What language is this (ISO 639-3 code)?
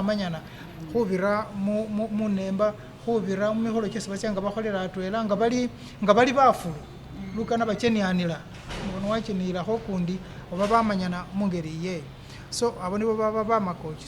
myx